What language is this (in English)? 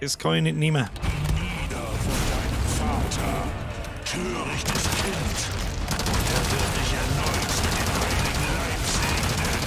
Bavarian